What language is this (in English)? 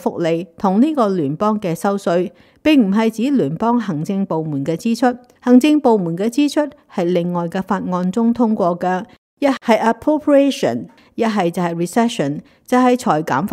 Cantonese